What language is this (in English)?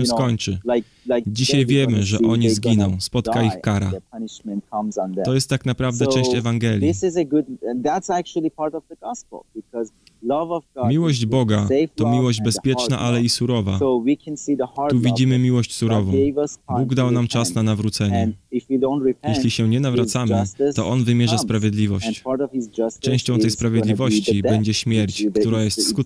Polish